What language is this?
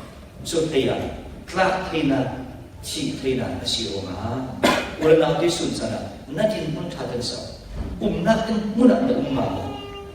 Falam Chin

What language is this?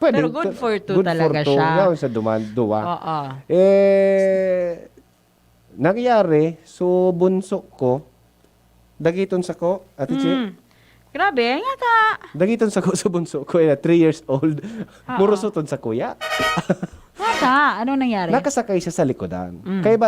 Bikol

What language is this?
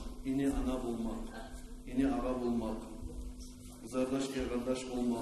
Kumyk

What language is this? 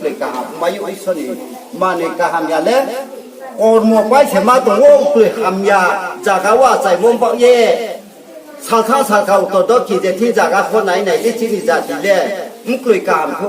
Riang (India)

